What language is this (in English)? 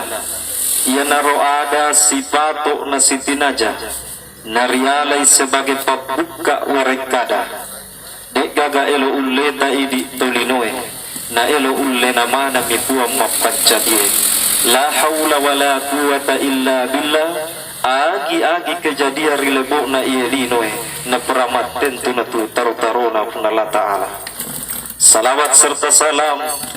Buginese